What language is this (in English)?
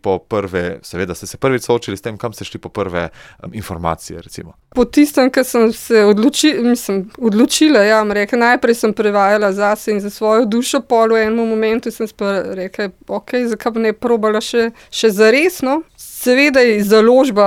Slovenian